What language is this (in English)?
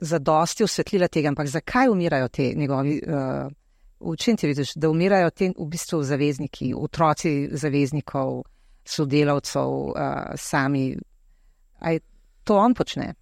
Slovenian